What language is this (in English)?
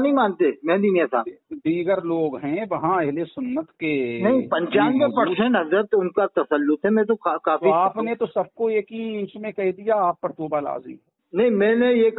Urdu